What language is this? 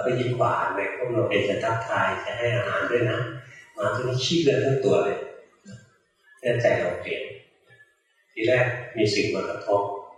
Thai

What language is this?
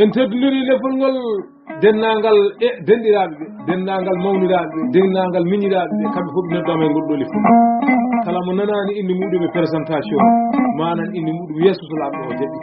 Fula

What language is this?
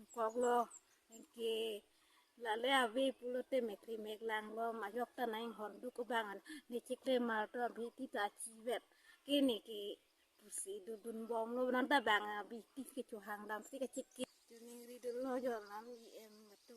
Karbi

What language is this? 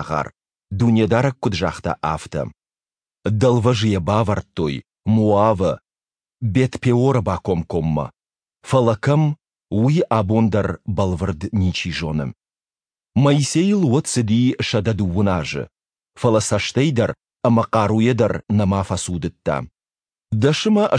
Ossetic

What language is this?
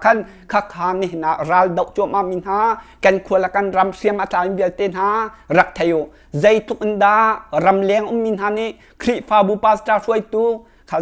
Hakha Chin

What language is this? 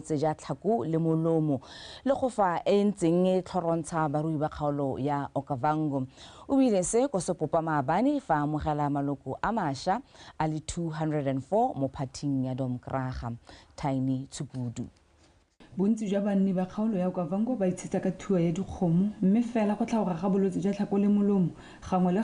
Tswana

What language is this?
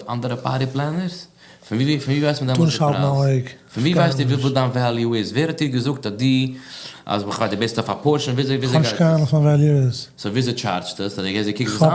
Yiddish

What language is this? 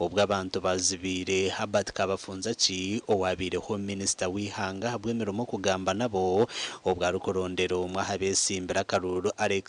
Nyankole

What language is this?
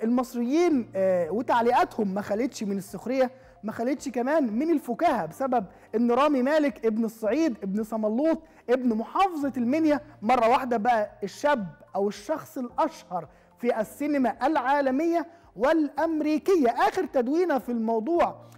Egyptian Arabic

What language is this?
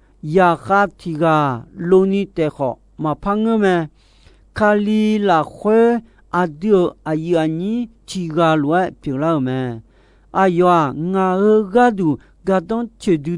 Akha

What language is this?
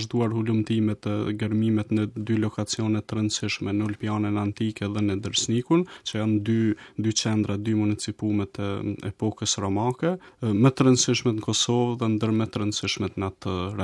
Albanian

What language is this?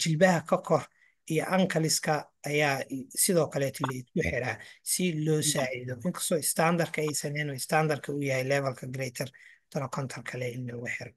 Somali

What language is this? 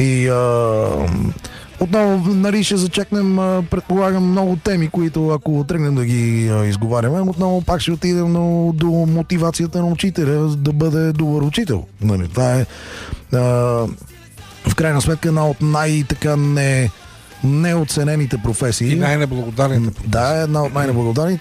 Bulgarian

